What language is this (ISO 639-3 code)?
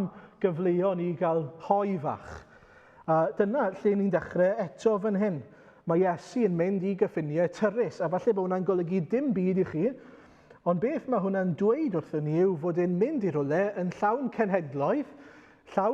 cym